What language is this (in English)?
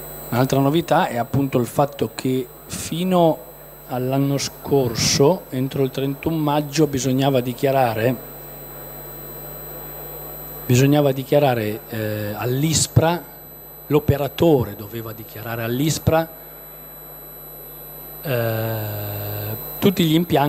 Italian